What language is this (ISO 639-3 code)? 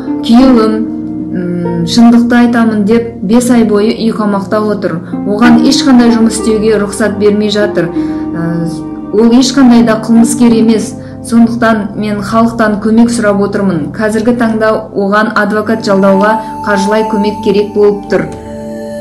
kaz